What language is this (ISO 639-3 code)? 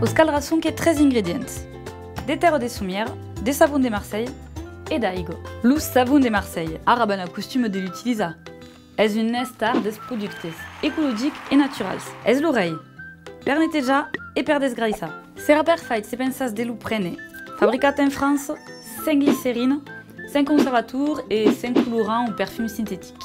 oci